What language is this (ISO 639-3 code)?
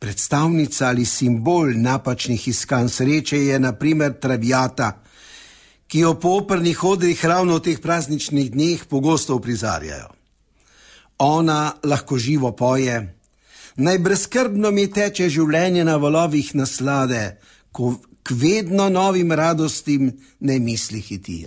slv